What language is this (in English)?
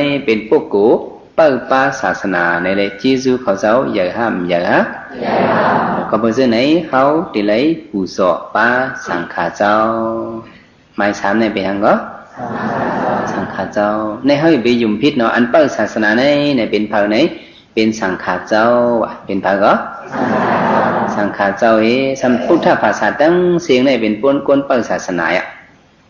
Shan